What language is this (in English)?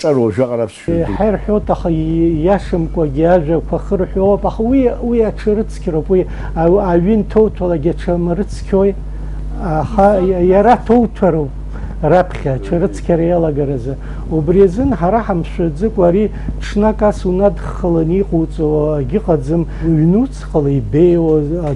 Abkhazian